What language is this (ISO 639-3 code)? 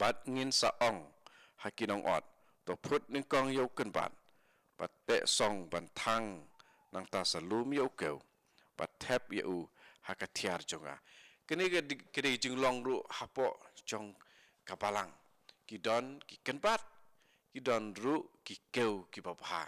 kha